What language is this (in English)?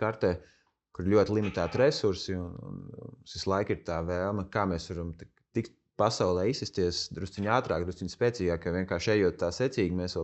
Latvian